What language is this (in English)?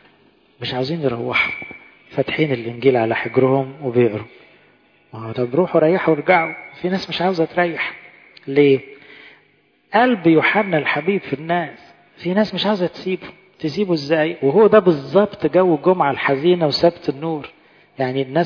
Egyptian Arabic